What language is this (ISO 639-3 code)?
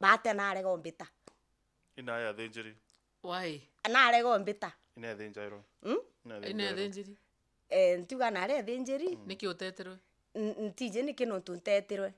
mer